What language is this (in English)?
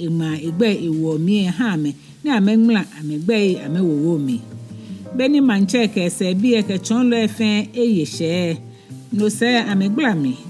Ga